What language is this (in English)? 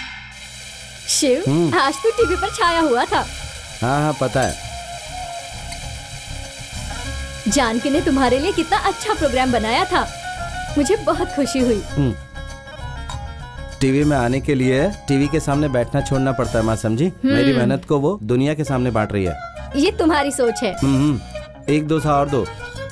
Hindi